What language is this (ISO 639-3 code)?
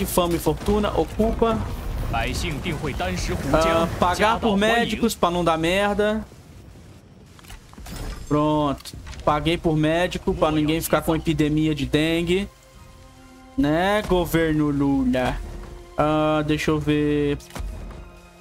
por